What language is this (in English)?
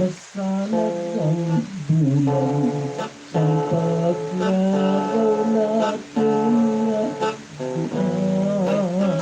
Hiligaynon